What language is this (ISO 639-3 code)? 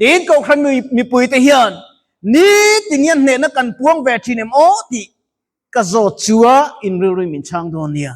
lus